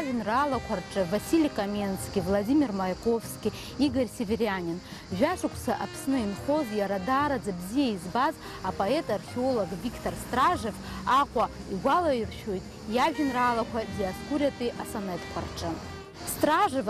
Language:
Abkhazian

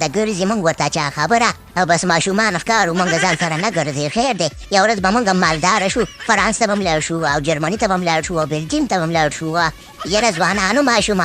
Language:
Pashto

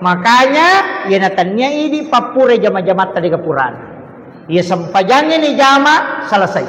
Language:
Buginese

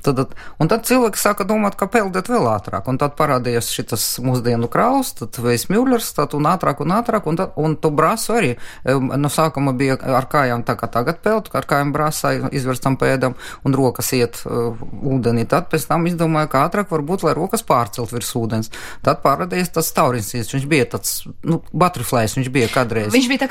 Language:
Latvian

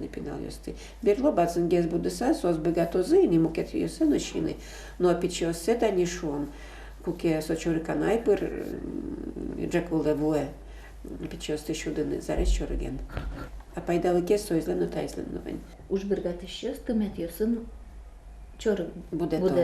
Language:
Udmurt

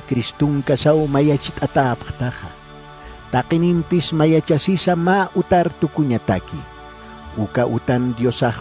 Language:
Aymara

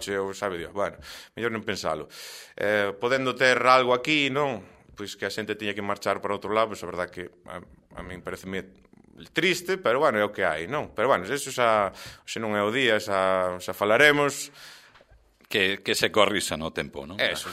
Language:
Galician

